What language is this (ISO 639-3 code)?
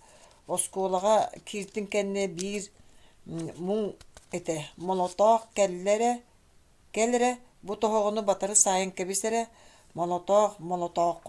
sah